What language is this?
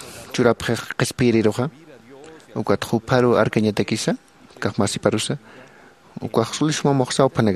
Aymara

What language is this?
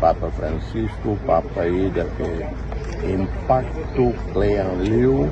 Tetum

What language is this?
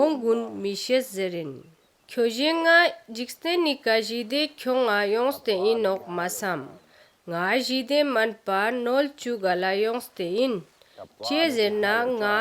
Ladakhi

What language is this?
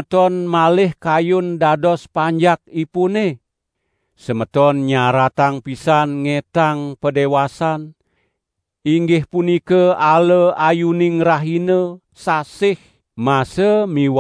Balinese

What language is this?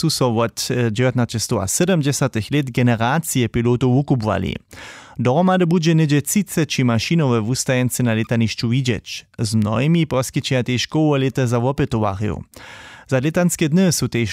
Upper Sorbian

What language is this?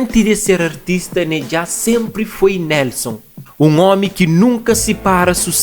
Kabuverdianu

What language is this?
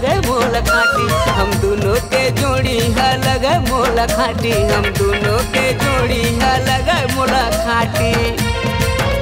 Chhattisgarhi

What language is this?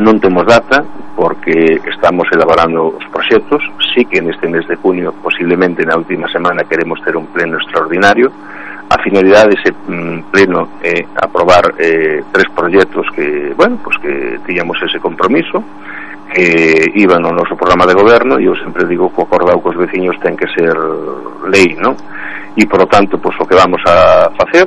Galician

